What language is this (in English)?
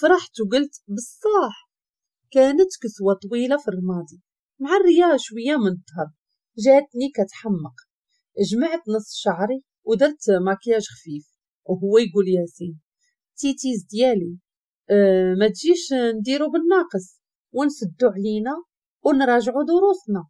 Moroccan Arabic